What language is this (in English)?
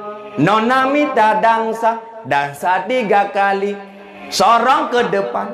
Achinese